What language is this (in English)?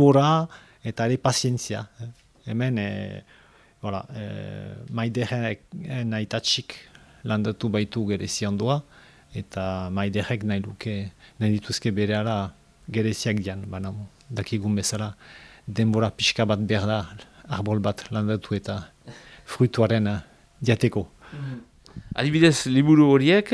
Basque